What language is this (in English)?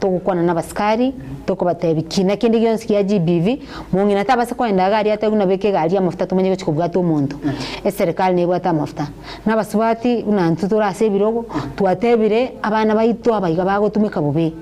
Gusii